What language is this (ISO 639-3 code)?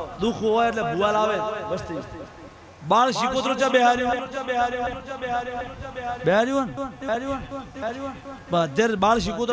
guj